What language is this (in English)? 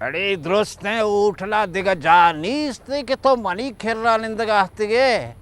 Eastern Balochi